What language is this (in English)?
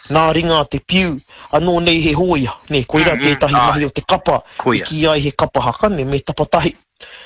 Māori